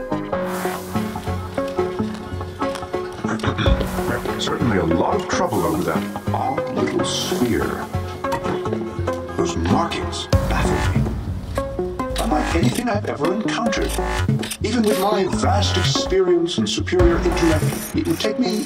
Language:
English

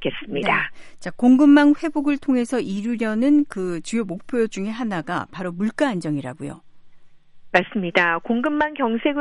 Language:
Korean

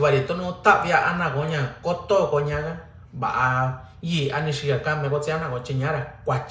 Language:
Mixtepec Mixtec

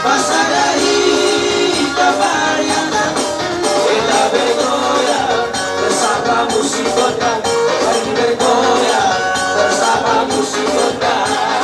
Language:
Batak Toba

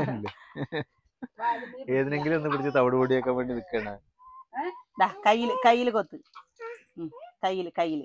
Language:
Malayalam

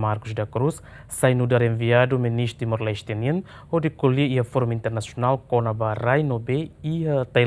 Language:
Tetum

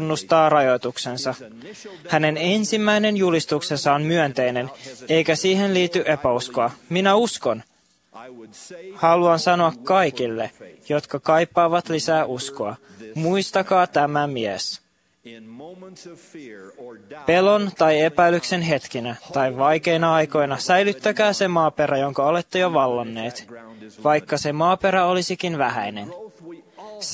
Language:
Finnish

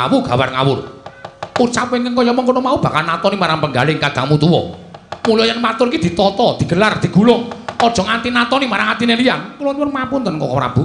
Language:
Javanese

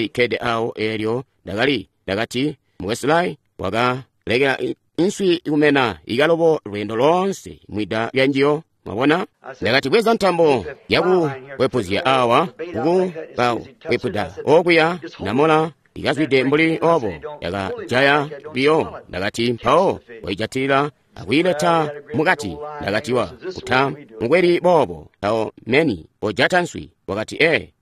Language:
Tonga (Zambia)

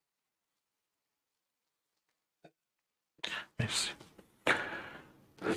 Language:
Persian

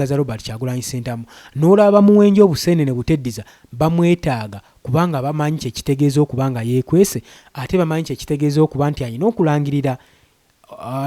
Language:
Ganda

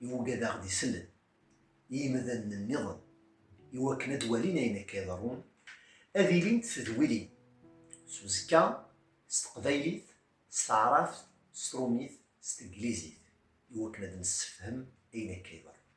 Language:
Kabyle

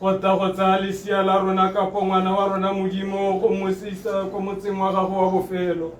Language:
Tswana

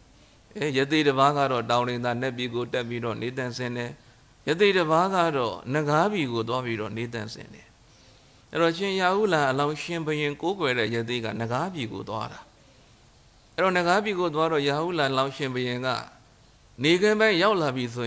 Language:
Burmese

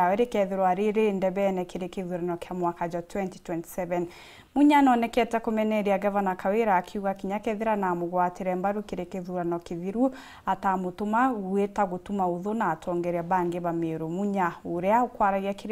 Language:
Meru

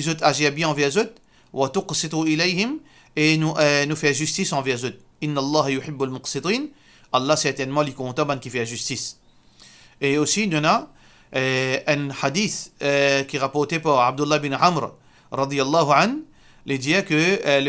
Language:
Morisyen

